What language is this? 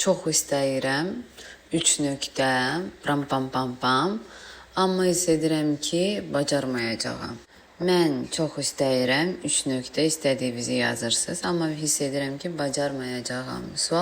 Azerbaijani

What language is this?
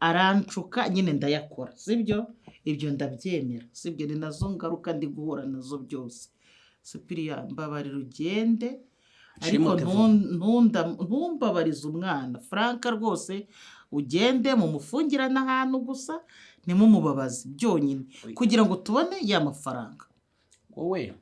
Kinyarwanda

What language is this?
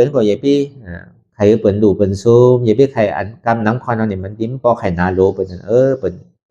Shan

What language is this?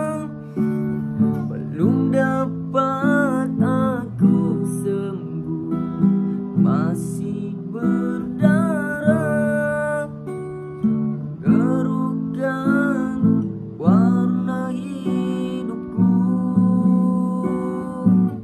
Malay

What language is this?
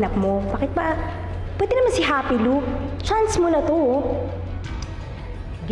Filipino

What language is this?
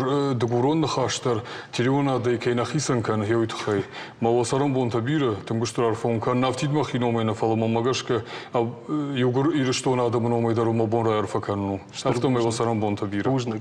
Ossetic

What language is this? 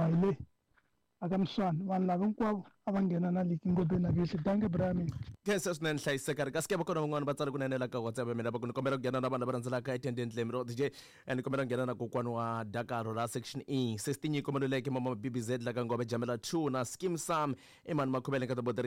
Tsonga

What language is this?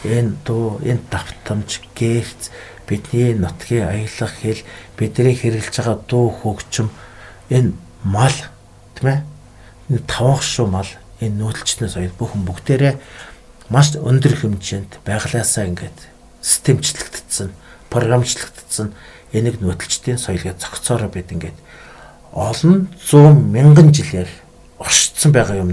Mongolian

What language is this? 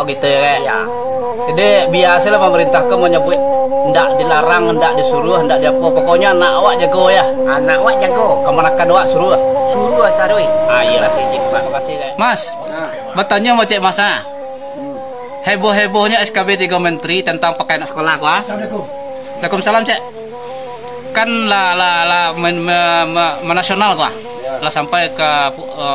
Minangkabau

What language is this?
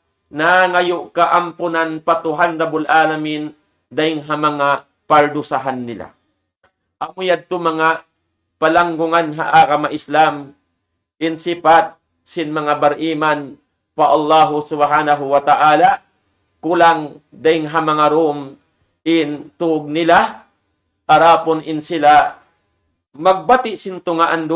Tausug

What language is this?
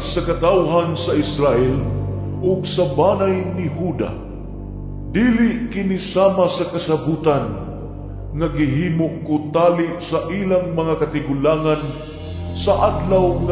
Cebuano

